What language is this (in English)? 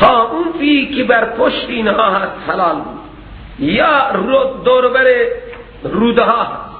Persian